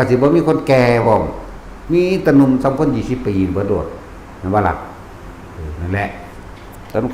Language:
Northeastern Thai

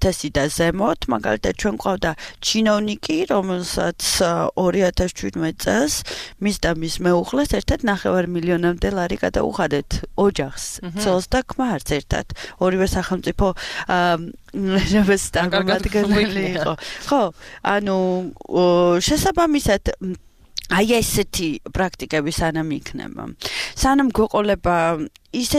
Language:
Georgian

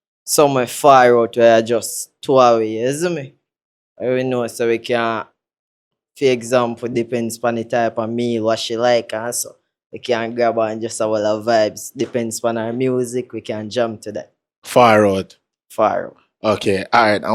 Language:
Jamaican Creole English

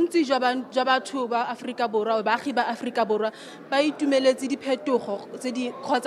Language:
Tswana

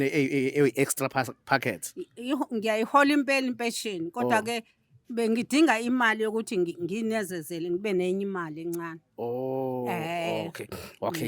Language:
Zulu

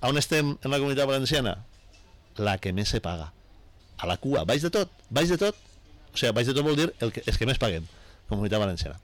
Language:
Catalan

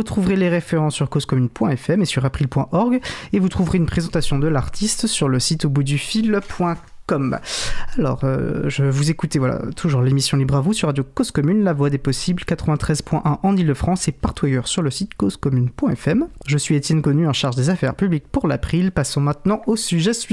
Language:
French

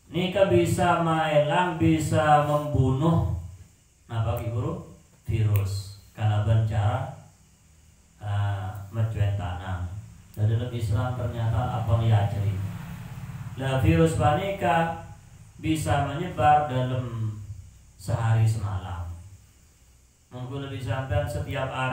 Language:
Indonesian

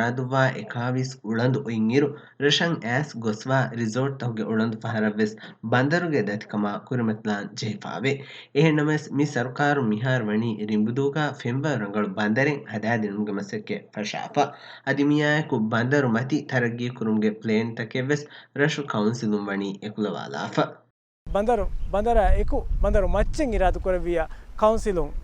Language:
Divehi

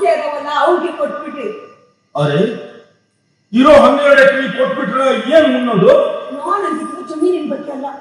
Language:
Kannada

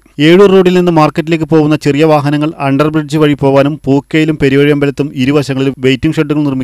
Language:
Malayalam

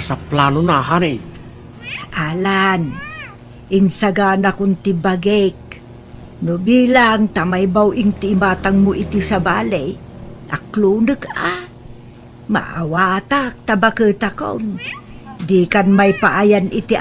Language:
Iloko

